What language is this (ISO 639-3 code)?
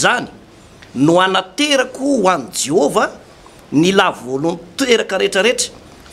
mlg